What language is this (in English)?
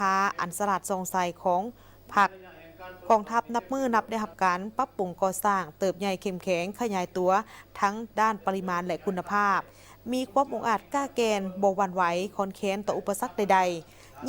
Lao